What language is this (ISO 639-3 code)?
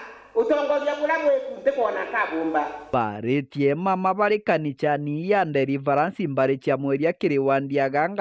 mer